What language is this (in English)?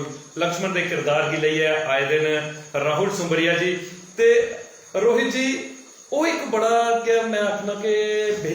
Dogri